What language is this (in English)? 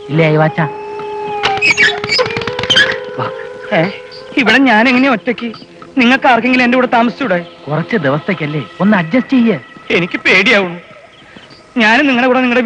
Malayalam